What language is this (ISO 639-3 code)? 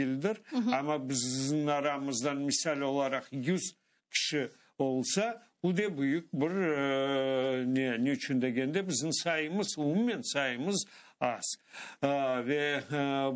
crh